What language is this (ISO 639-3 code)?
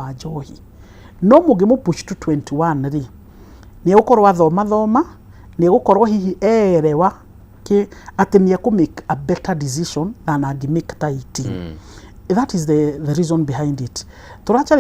kik